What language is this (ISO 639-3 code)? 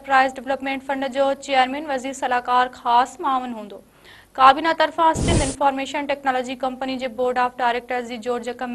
snd